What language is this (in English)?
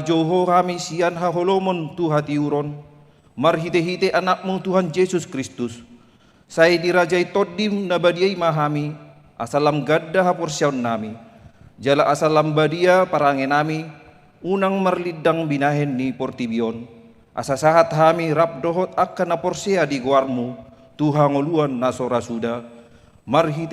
Batak Toba